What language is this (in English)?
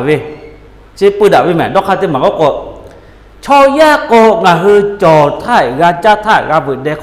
Lahu